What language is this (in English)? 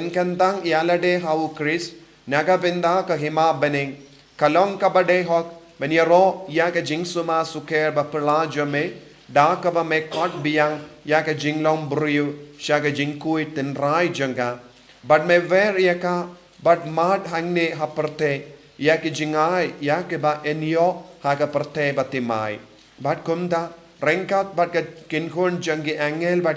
Khasi